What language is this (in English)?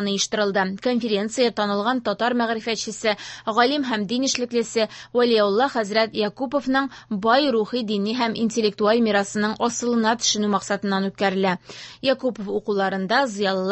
Tatar